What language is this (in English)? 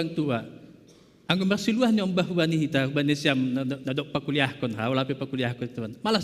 Batak Simalungun